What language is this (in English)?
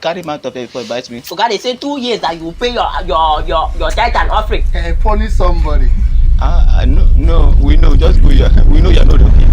Nigerian Pidgin